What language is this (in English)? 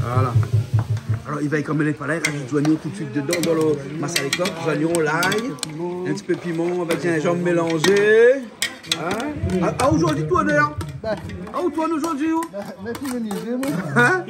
Réunion Creole French